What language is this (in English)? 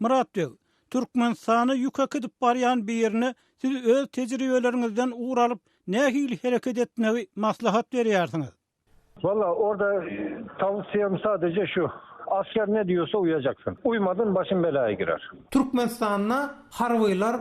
Turkmen